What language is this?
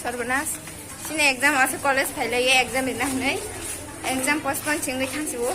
Kok Borok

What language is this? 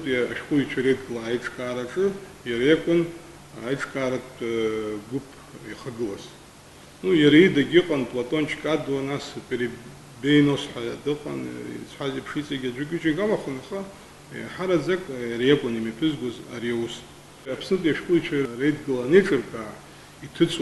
Abkhazian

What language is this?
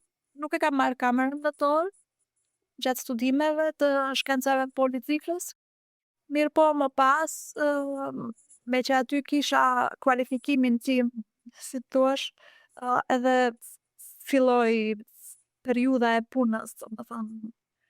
Albanian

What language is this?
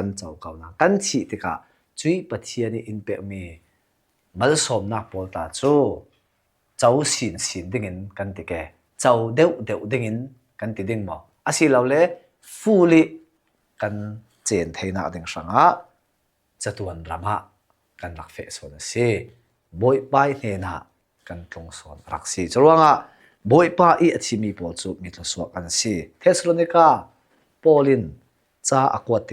Falam Chin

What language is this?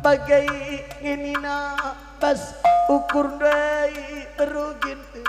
Batak Karo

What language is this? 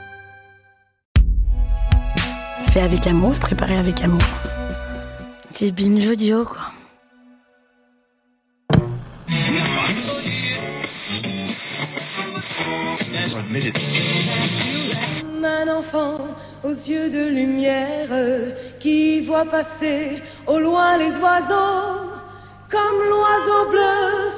French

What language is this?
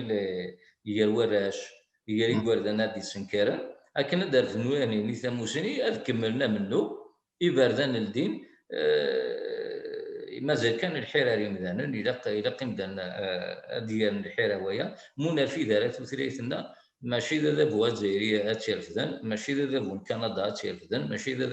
Kabyle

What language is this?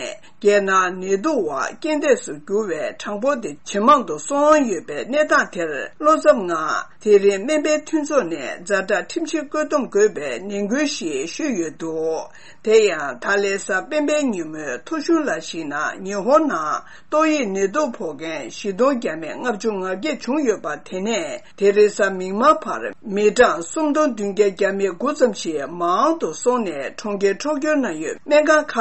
Tibetan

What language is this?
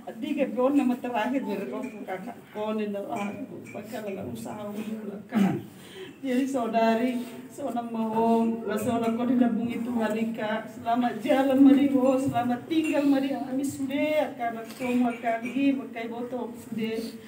Batak Toba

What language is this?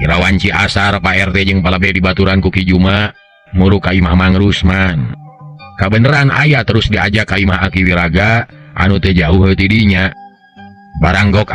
Sundanese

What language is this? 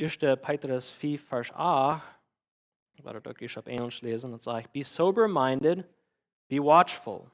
Plautdietsch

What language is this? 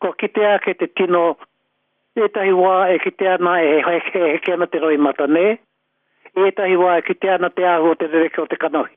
Māori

